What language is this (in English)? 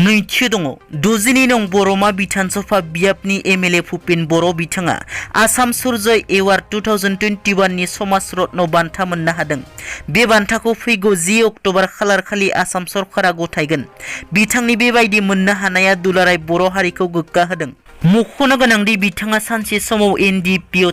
Bodo